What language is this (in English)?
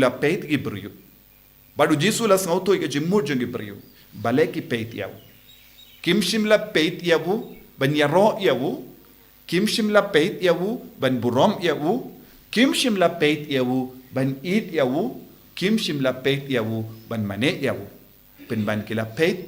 Khasi